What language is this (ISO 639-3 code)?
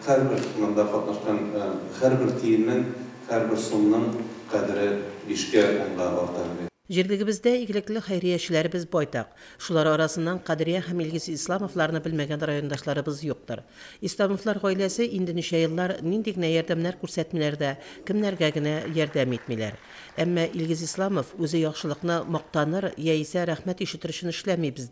tat